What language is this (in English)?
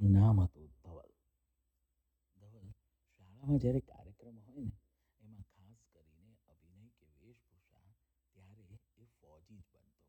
Gujarati